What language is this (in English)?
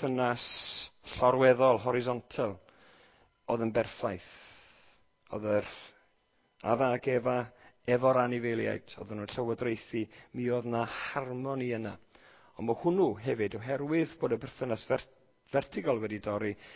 Welsh